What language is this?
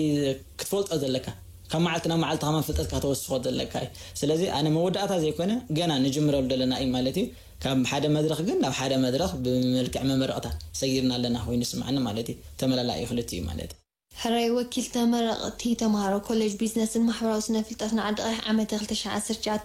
Tigrinya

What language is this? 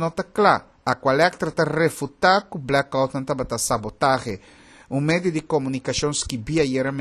Papiamento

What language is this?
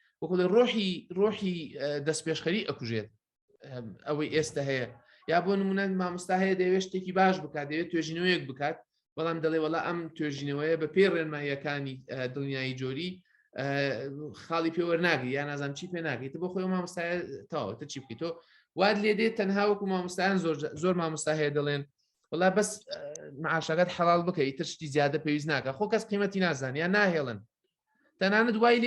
Central Kurdish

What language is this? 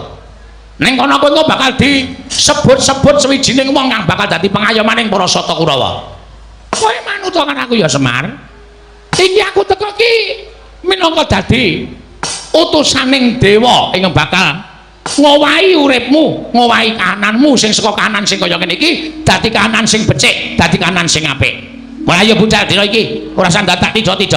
Javanese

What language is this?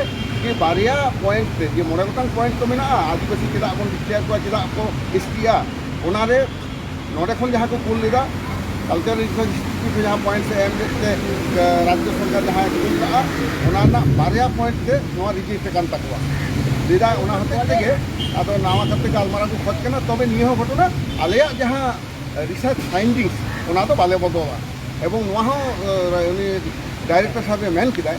Santali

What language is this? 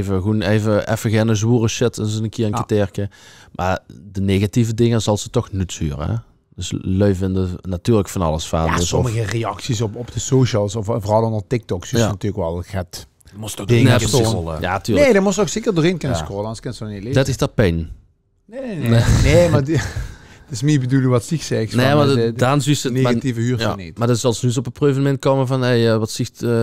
Limburgish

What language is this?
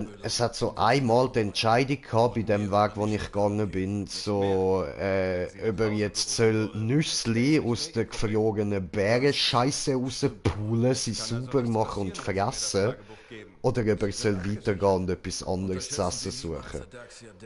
Swiss German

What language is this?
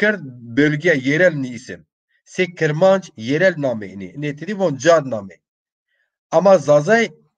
Zaza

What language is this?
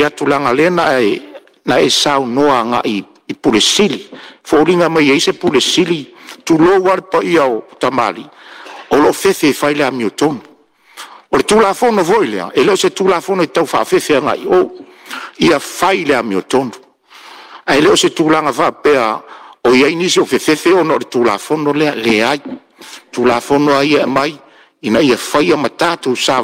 Samoan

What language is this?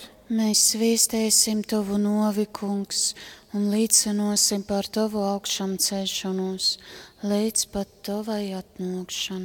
Latgalian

